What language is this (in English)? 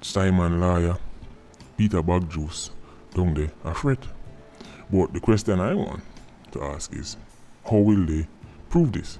Jamaican Creole English